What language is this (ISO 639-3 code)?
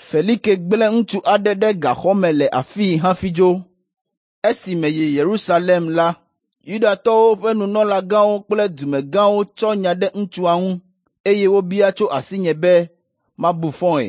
ewe